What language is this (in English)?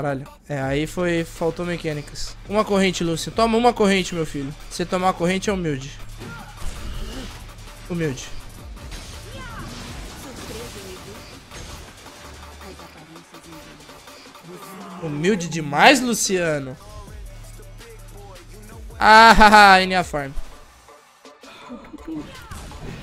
Portuguese